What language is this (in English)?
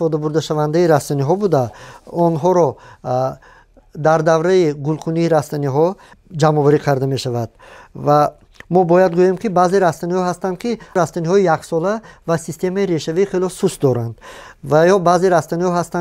Tajik